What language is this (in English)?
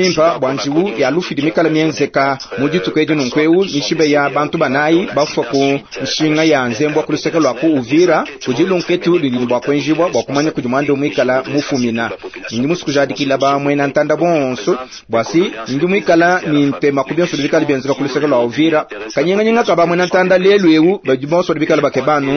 Luba-Lulua